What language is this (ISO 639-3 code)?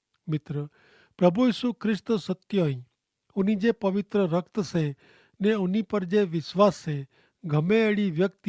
kfr